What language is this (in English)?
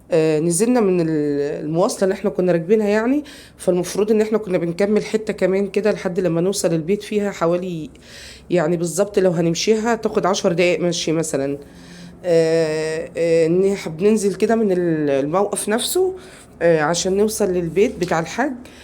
Egyptian Arabic